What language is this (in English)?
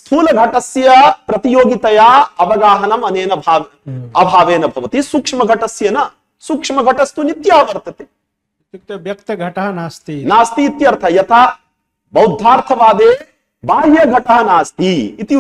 Sanskrit